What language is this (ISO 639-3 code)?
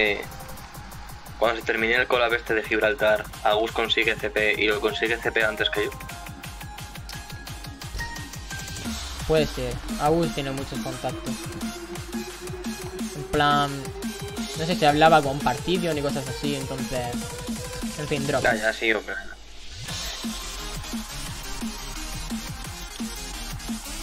spa